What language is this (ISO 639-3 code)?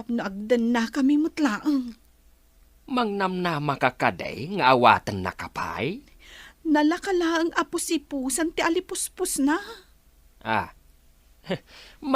ilo